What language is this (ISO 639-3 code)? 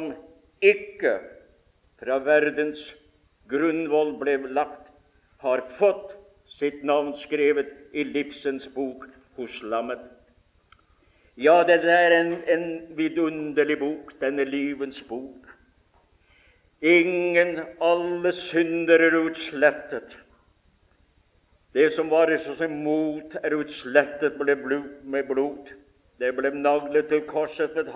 nor